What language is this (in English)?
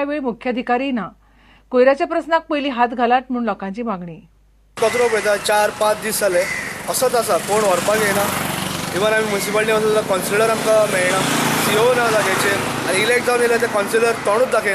Konkani